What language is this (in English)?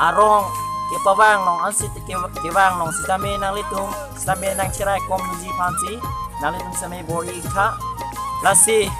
Karbi